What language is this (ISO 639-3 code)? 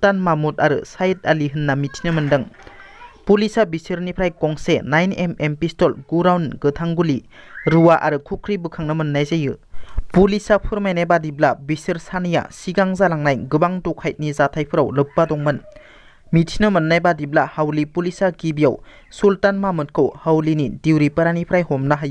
brx